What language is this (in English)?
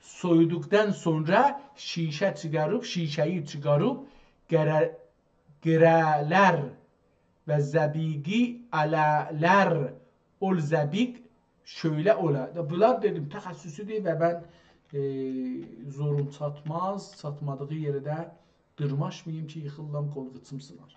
South Azerbaijani